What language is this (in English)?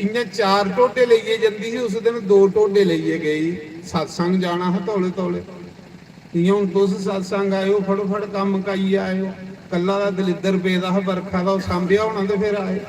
Dogri